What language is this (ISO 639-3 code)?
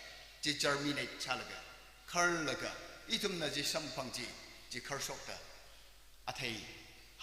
nmf